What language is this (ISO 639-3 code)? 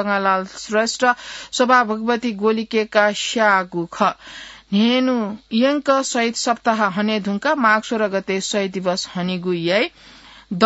new